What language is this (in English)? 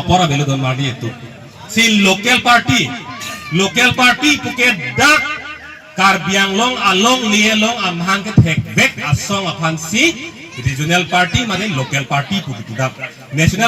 Karbi